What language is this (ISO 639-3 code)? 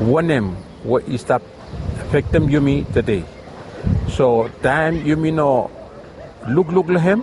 bis